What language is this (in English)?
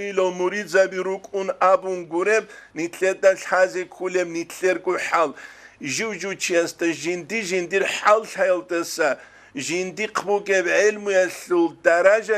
Avaric